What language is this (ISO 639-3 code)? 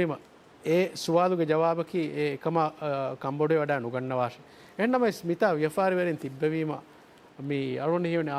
div